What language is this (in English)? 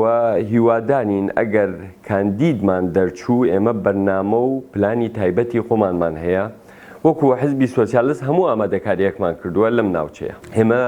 Central Kurdish